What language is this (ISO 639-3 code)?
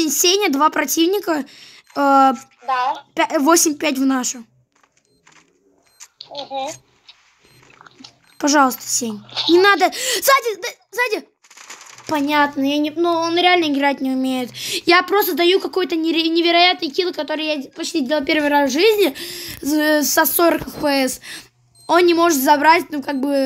rus